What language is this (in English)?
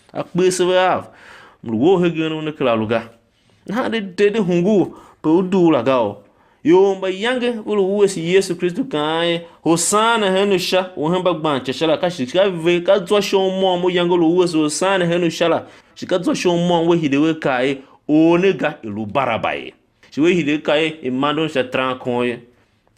Tiv